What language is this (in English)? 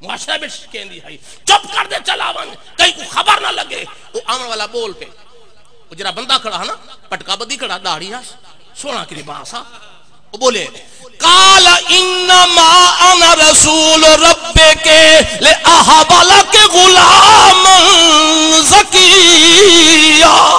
Saraiki